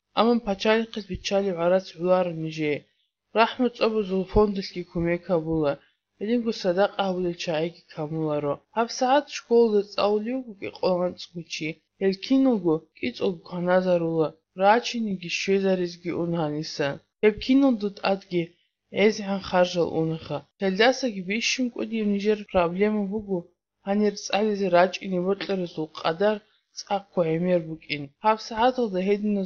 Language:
Avaric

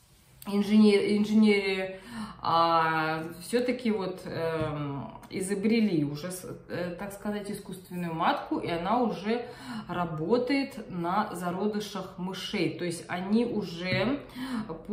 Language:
Russian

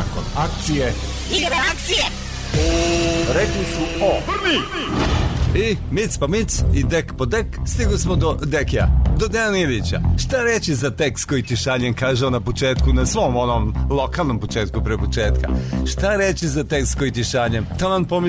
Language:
Serbian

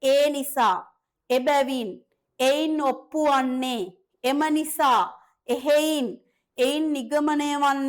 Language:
Sinhala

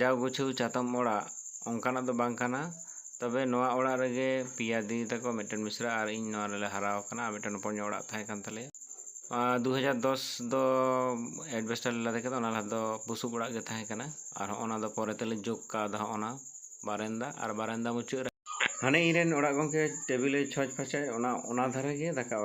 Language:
Santali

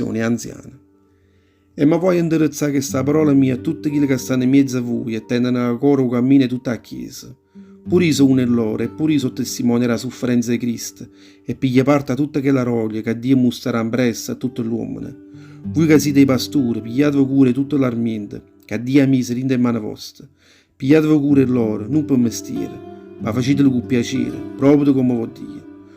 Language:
Neapolitan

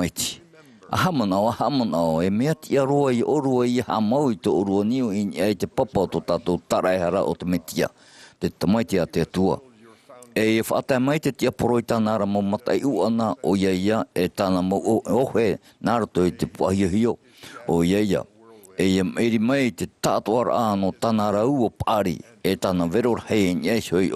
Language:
Tahitian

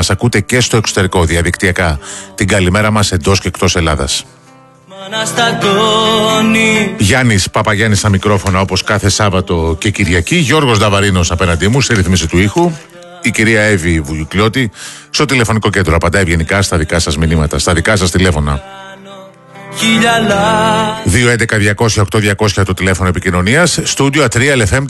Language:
Greek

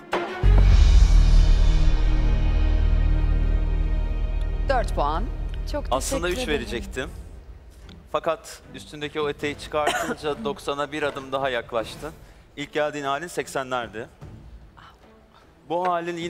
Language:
Turkish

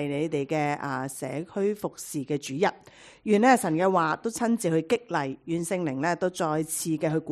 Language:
Cantonese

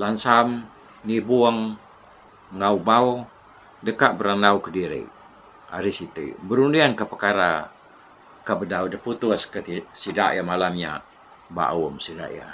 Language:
Iban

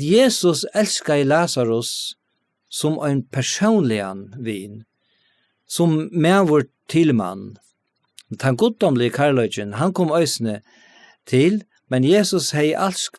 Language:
Faroese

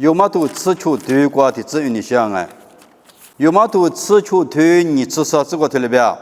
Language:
Lisu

